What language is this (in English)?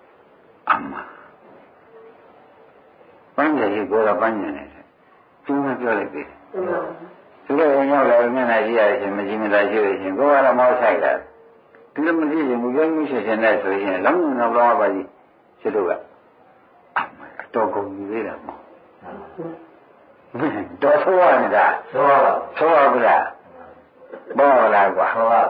Burmese